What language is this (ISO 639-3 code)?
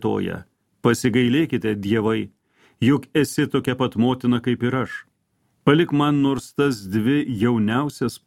lit